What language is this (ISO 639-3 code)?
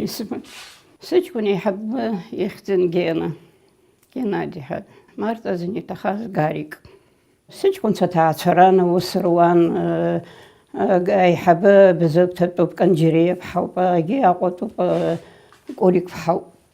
abk